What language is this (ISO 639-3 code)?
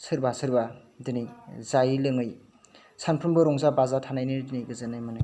brx